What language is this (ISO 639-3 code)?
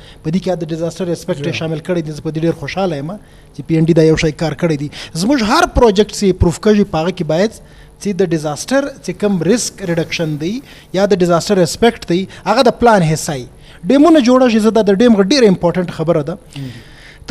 bgp